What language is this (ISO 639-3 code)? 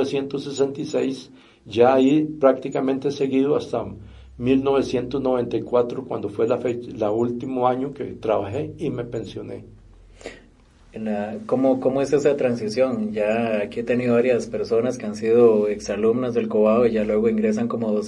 spa